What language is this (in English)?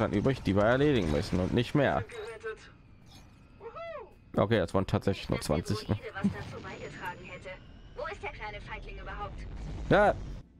German